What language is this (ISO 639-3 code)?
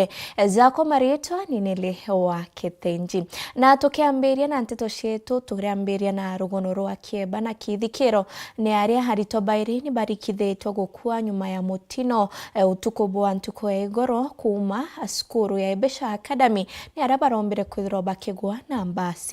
mer